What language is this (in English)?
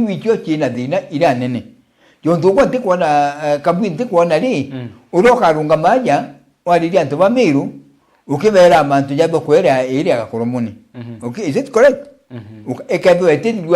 Meru